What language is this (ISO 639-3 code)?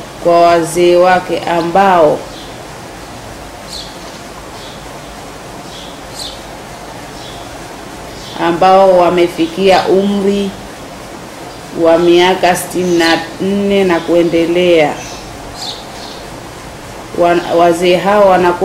swa